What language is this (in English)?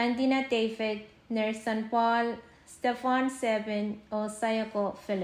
Pohnpeian